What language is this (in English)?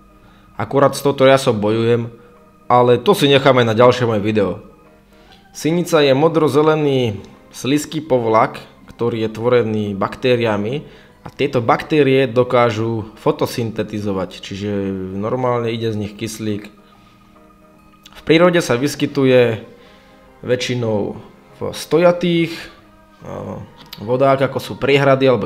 Slovak